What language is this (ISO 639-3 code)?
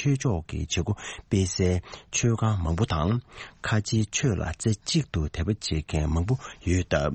bod